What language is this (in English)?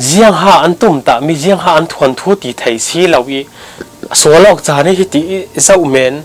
Falam Chin